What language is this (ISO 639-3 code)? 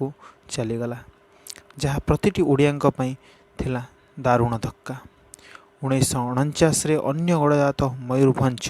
ori